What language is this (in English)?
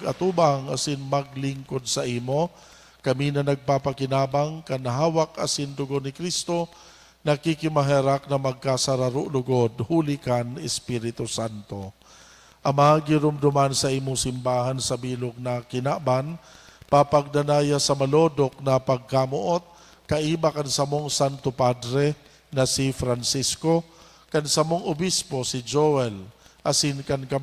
Bikol